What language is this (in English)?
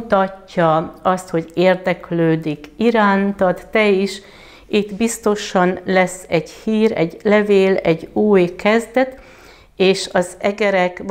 Hungarian